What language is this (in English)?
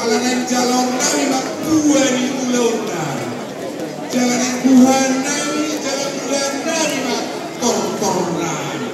Batak Toba